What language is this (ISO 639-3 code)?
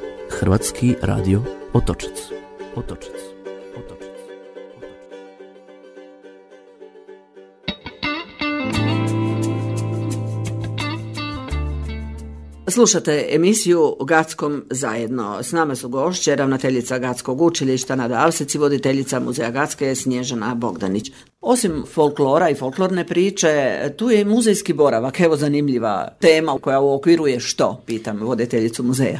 hrv